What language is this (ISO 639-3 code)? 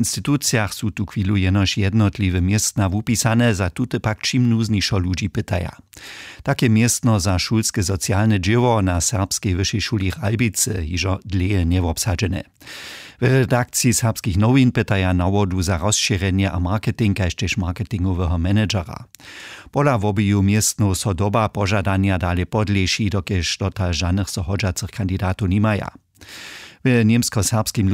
hsb